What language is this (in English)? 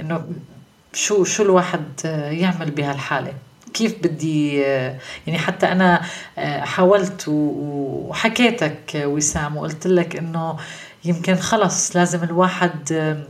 North Levantine Arabic